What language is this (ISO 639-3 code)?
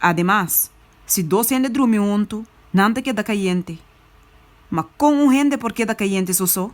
pap